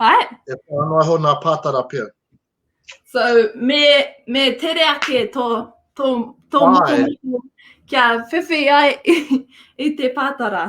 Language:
Māori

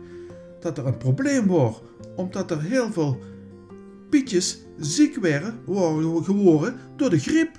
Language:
Limburgish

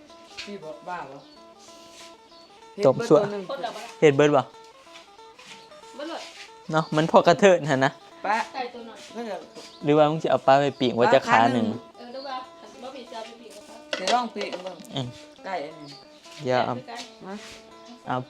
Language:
Northeastern Thai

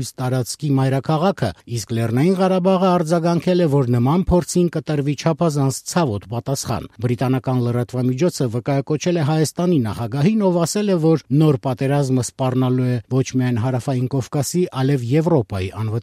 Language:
Armenian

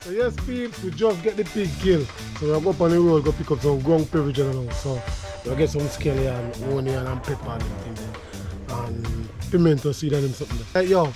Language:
Jamaican Creole English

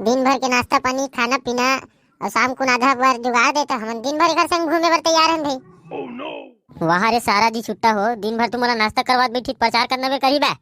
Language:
Chhattisgarhi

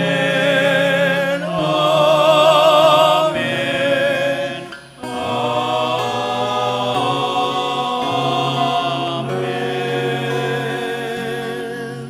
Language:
Pampanga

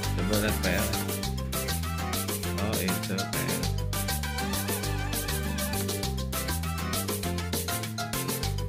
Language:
Indonesian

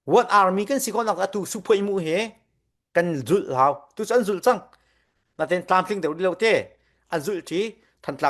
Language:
Falam Chin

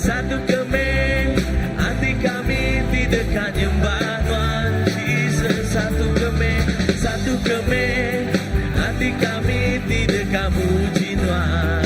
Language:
Iban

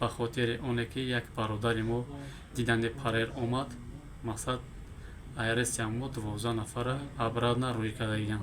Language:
Tajik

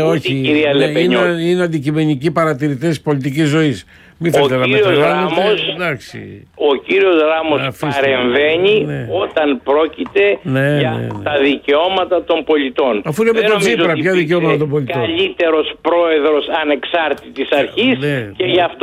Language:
Greek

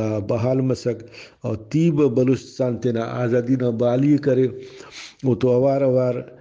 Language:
Brahui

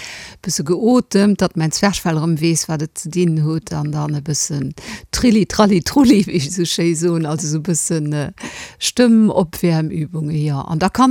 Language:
Luxembourgish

